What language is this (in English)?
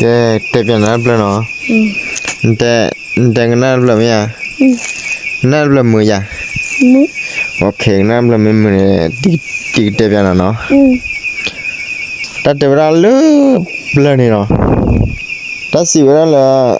S'gaw Karen